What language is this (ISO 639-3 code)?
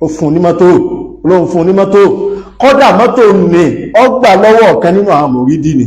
yor